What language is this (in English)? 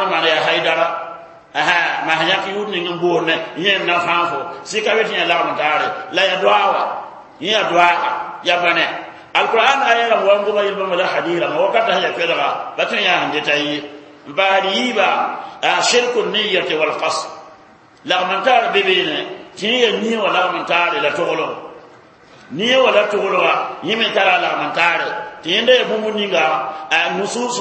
Mossi